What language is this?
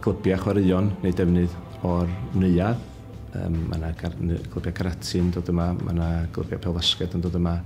Welsh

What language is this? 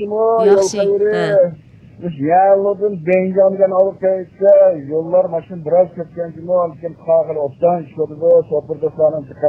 Uyghur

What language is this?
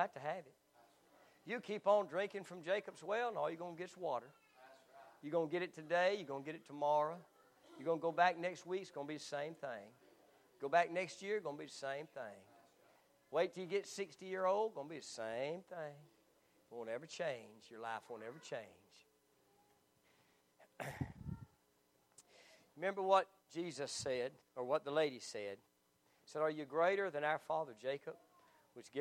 English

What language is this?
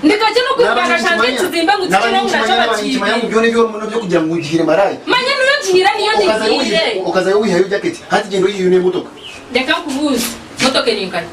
Nyankole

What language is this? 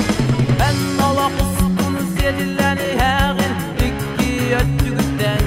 Yakut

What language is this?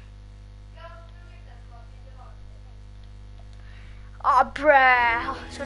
Norwegian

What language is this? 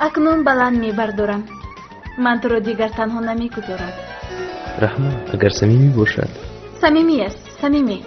Tajik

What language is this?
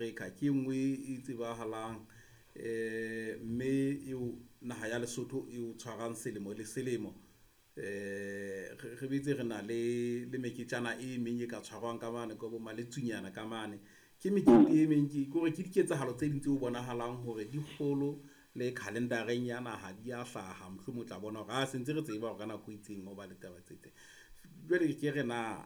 Southern Sotho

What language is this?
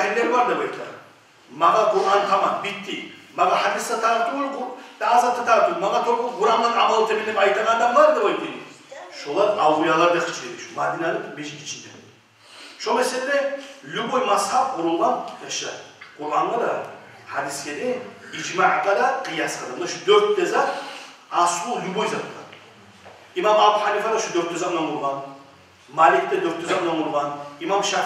Kumyk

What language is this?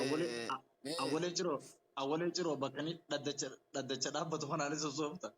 Oromo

